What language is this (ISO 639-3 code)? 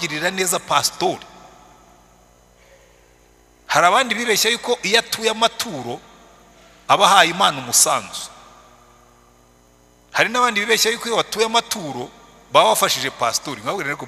kin